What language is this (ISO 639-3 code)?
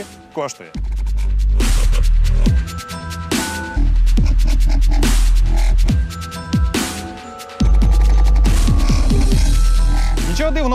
ukr